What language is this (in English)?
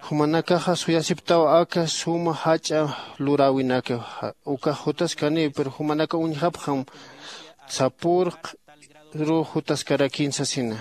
Aymara